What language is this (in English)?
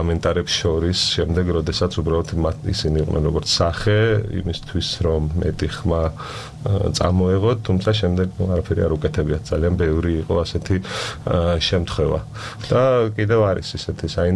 Georgian